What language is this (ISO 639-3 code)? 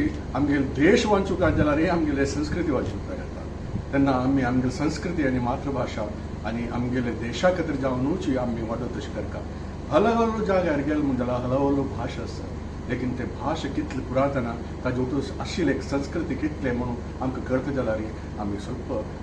kok